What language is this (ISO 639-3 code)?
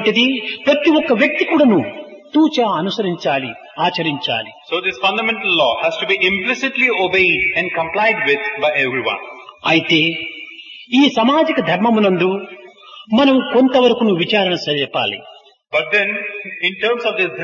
tel